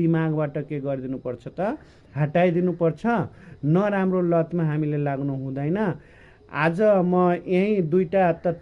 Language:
Nepali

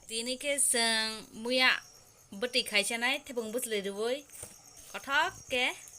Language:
Kok Borok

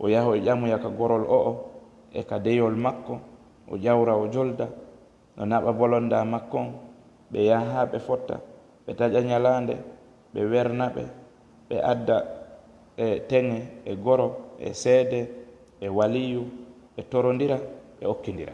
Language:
Fula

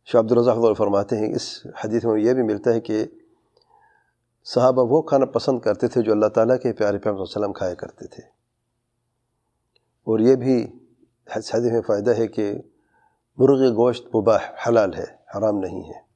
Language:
Urdu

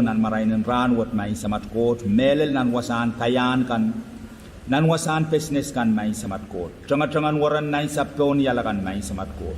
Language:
Pohnpeian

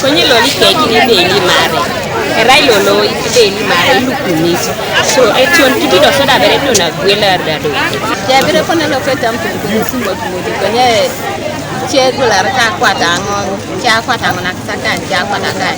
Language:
Teso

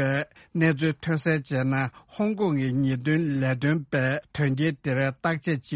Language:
Tibetan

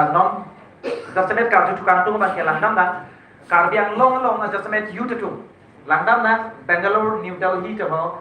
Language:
Karbi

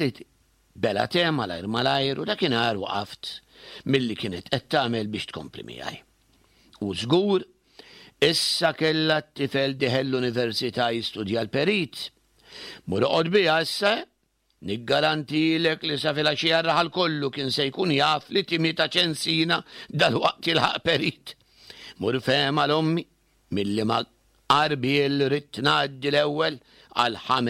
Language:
Maltese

